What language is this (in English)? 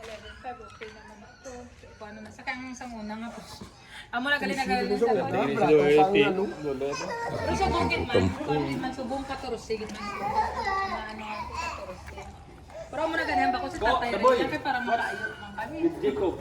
Hiligaynon